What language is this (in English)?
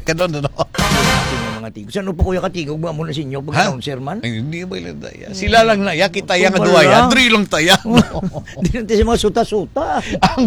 Filipino